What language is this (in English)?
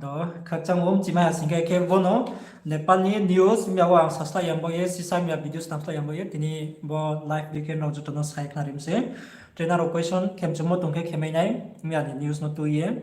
Riang (India)